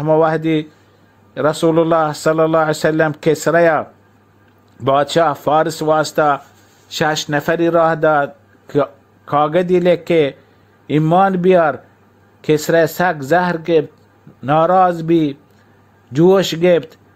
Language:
Baluchi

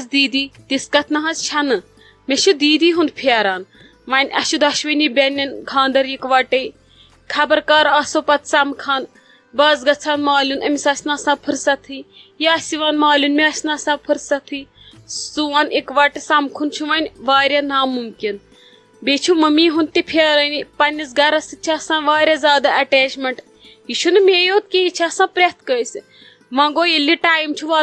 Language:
Kashmiri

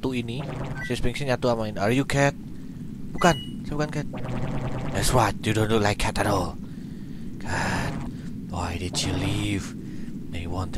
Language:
Indonesian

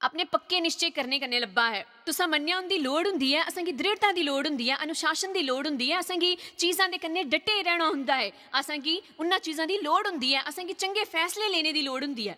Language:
Dogri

